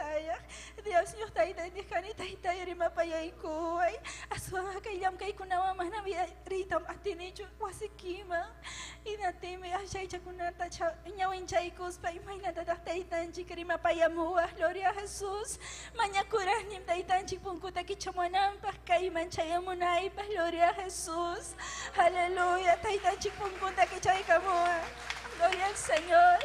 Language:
Ayacucho Quechua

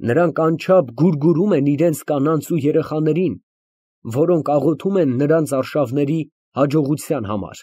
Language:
Armenian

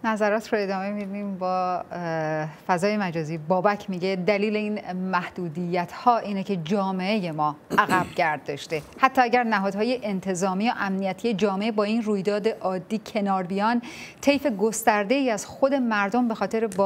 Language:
Persian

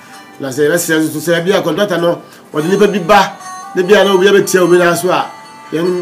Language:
Akan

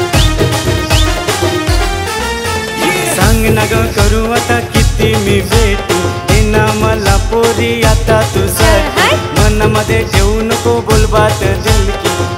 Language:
Marathi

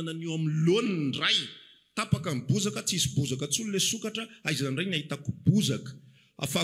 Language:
Malagasy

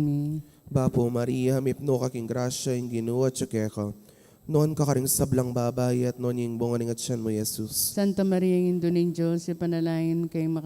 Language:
Pampanga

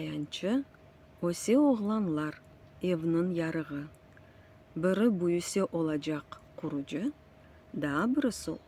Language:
Crimean Tatar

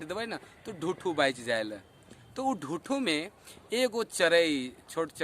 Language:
Sadri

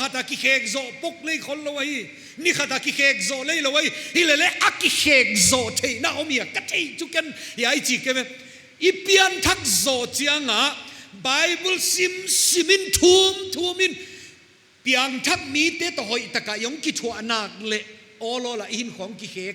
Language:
Paite Chin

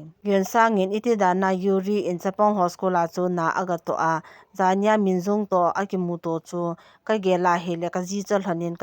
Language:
Thado Chin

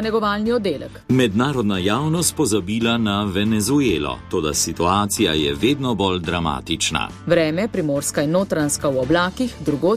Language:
Slovenian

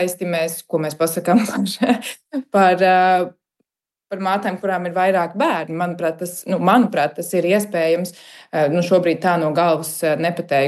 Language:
Latvian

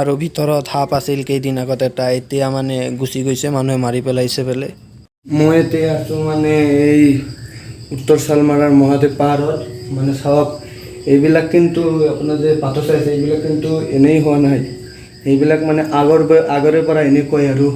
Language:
Assamese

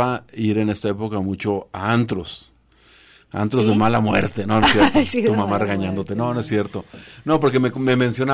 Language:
Spanish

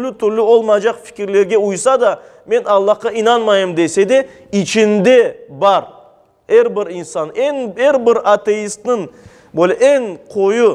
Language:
Crimean Tatar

